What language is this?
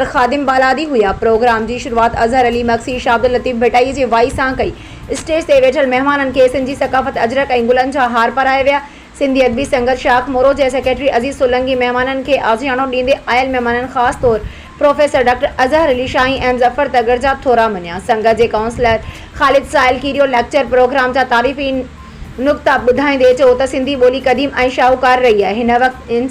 Sindhi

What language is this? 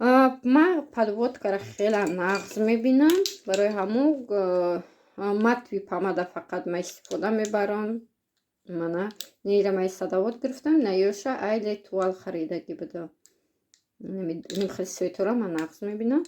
Tajik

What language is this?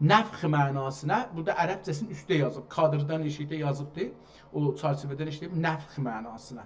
South Azerbaijani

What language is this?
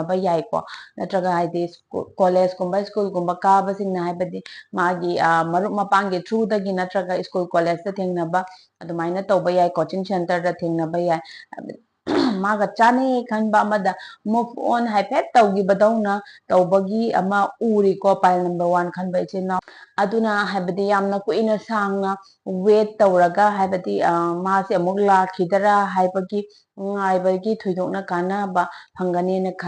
Manipuri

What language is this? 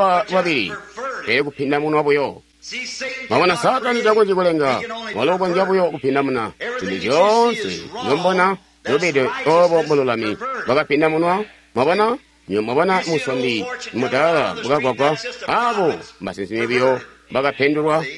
Tonga (Zambia)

